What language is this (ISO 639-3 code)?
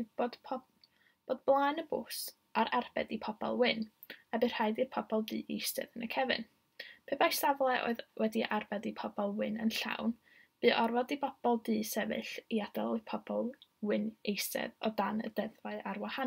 cym